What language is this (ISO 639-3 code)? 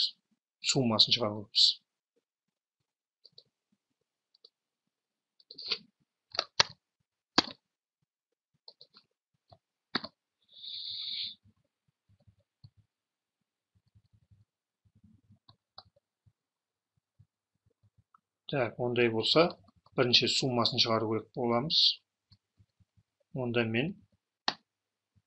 kaz